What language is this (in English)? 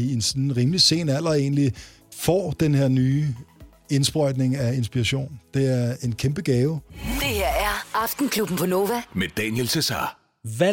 Danish